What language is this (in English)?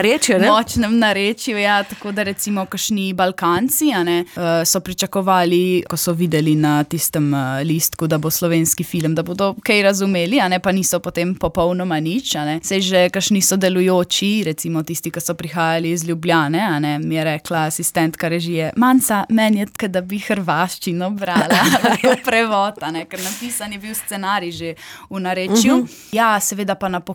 Slovenian